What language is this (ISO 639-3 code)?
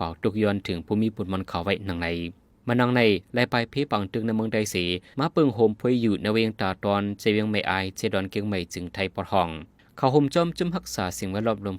shn